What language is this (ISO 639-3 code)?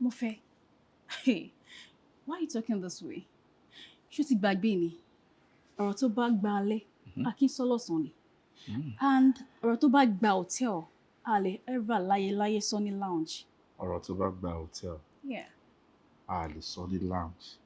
yor